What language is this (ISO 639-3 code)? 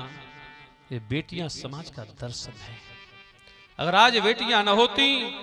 hin